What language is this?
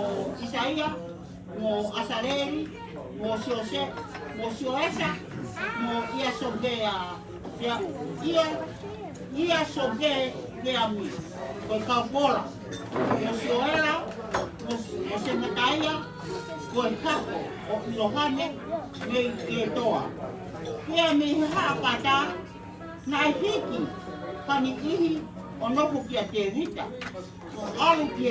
Tongan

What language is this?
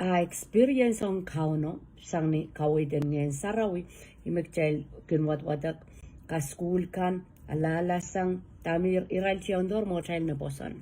Pohnpeian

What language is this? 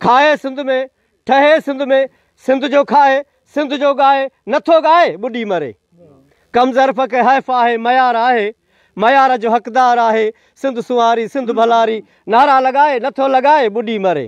Sindhi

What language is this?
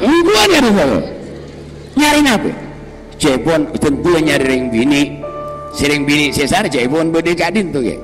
Madurese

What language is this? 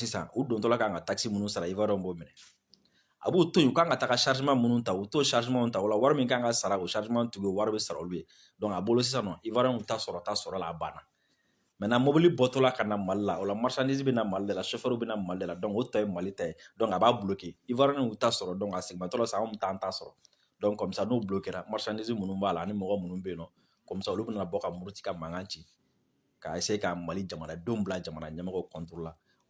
Bambara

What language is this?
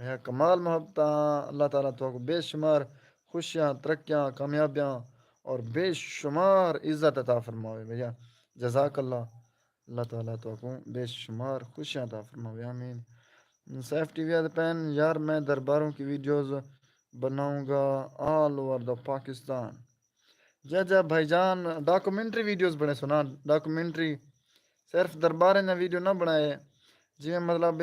Saraiki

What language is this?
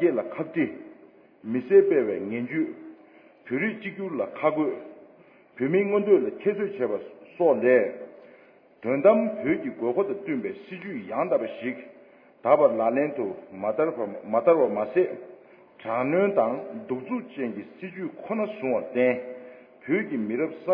Tibetan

